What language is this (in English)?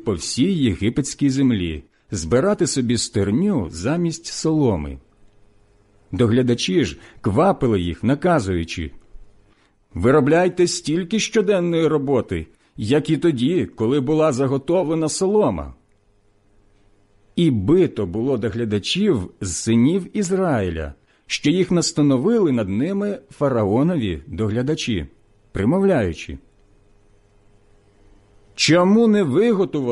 Ukrainian